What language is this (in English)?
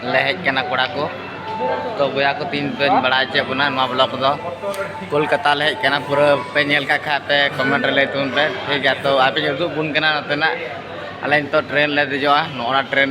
Santali